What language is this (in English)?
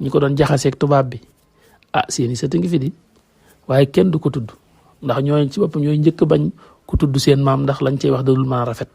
Wolof